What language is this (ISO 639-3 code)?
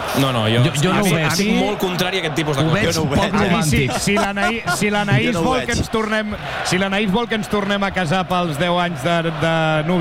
cat